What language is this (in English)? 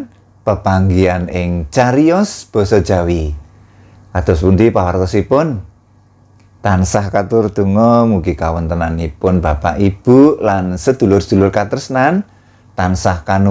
Javanese